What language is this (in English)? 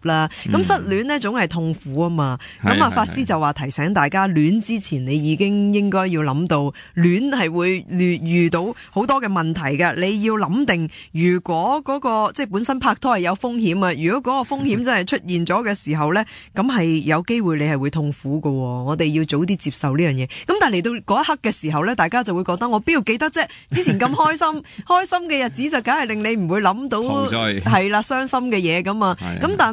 Cantonese